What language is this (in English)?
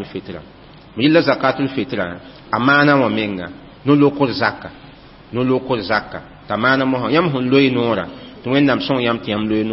Mossi